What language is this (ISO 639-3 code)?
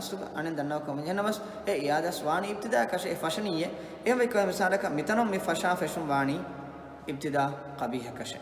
div